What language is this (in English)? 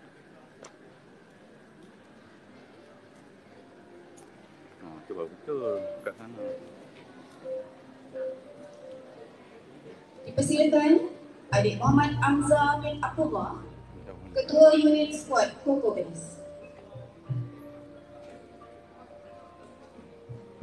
Malay